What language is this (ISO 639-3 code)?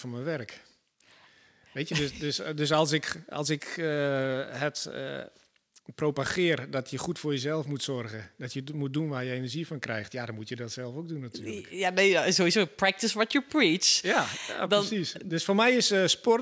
nld